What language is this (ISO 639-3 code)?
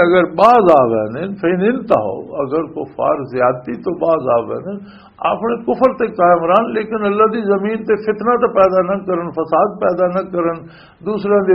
lah